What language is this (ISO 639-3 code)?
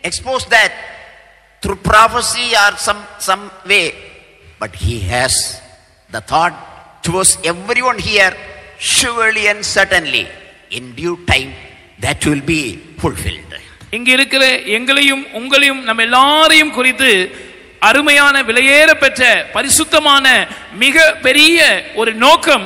tam